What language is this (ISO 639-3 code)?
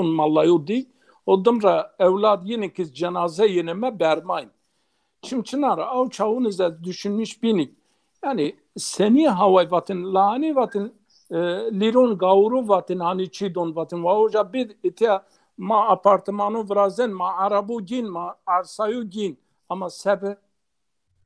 zza